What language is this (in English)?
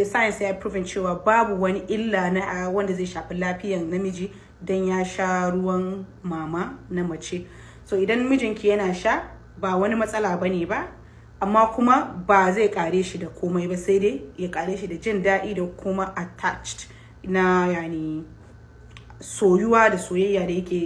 Hausa